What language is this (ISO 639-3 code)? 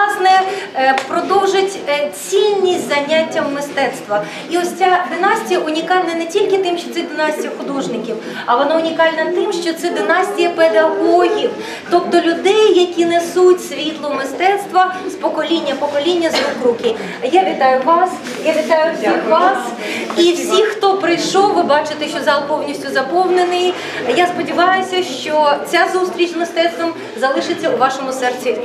ukr